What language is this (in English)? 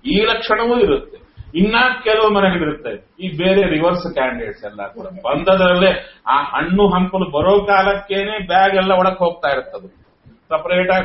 Kannada